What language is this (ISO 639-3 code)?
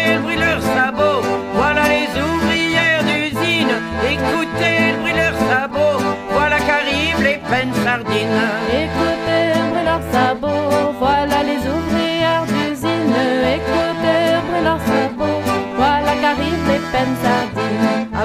fra